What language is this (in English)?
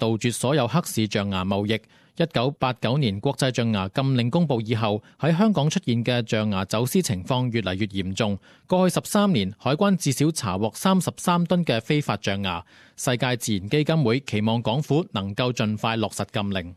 Cantonese